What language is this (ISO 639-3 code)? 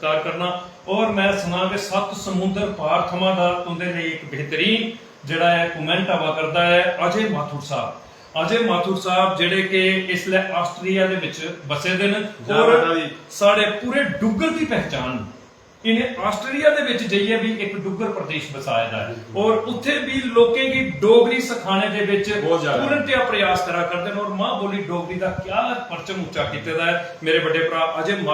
doi